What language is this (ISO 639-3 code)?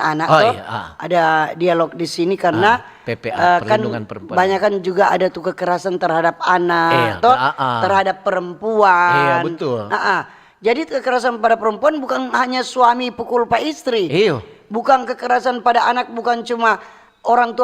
xmm